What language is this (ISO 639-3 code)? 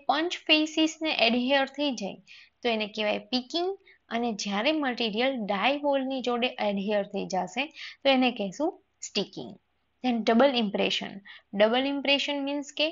guj